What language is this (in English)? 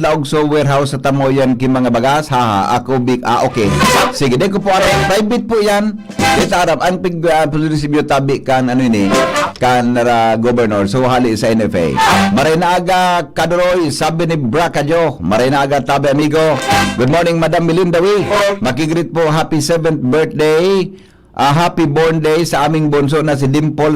Bikol